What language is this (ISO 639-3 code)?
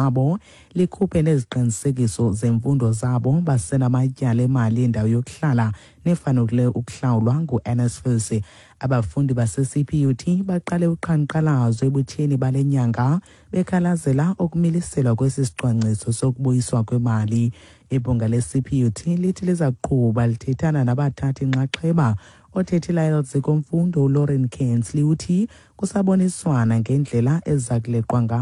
xho